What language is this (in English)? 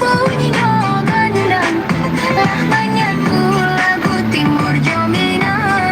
Minangkabau